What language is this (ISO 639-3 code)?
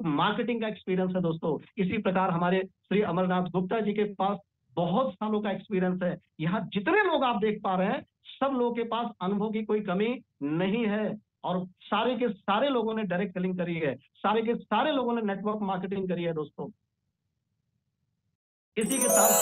hin